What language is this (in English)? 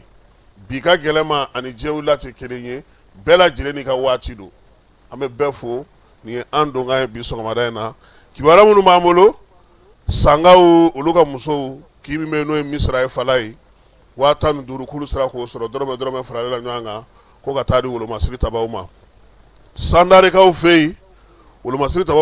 Bambara